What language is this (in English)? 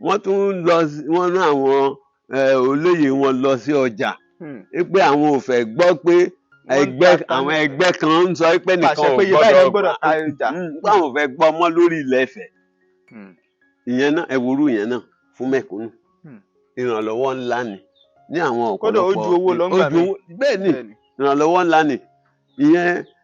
Yoruba